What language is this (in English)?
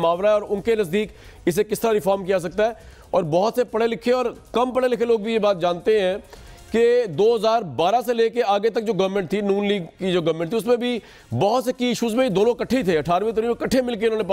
Urdu